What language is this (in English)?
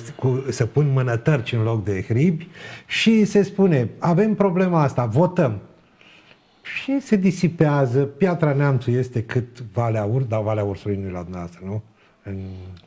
Romanian